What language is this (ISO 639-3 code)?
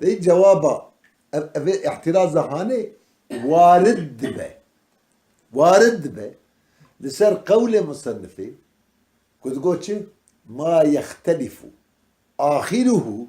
kur